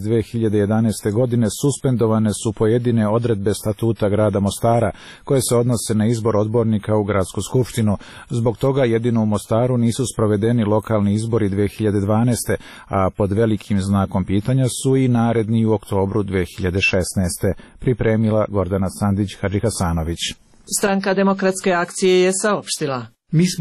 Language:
Serbian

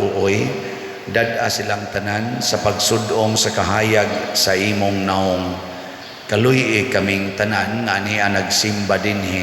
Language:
Cebuano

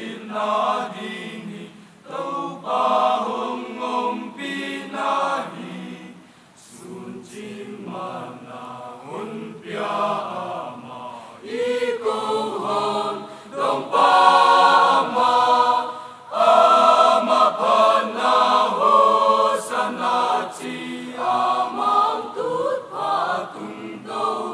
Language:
Paite Chin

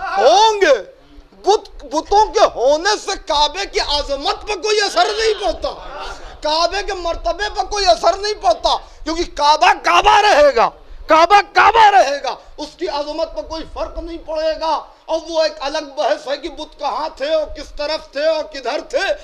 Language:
Urdu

